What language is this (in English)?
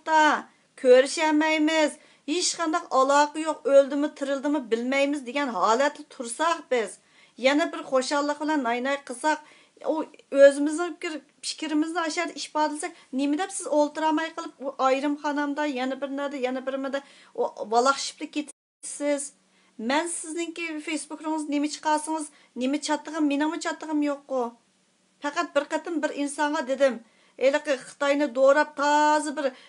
Uyghur